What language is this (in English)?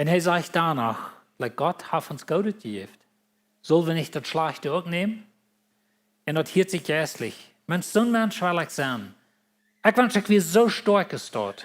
Plautdietsch